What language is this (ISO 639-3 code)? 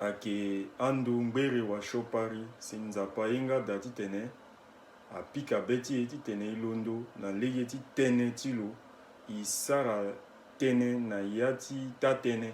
sag